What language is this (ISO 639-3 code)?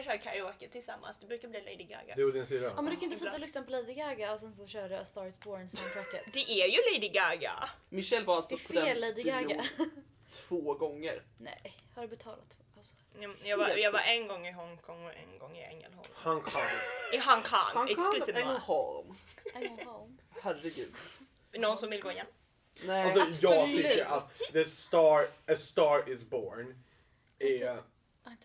swe